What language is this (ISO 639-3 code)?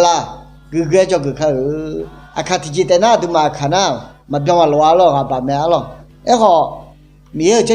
ahk